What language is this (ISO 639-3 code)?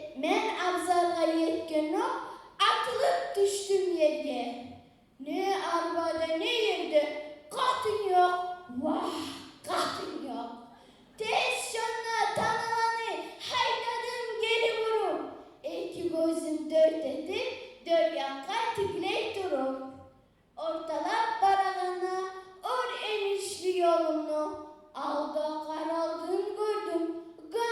kum